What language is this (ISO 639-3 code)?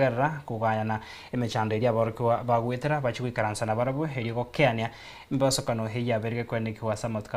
guz